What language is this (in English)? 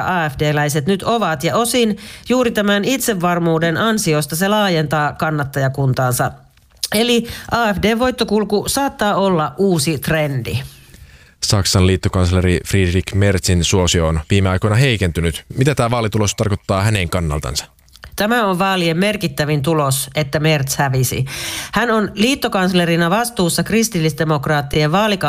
Finnish